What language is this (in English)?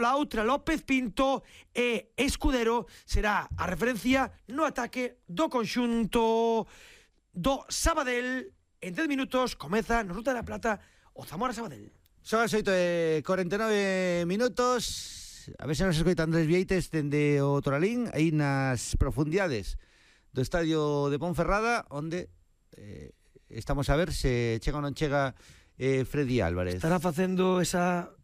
Galician